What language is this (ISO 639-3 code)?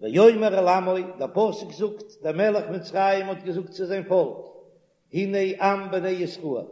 yid